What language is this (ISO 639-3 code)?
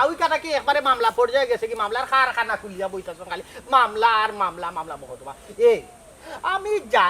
syl